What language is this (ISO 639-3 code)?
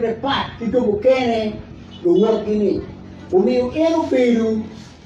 ach